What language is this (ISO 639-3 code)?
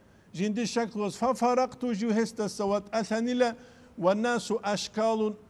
ava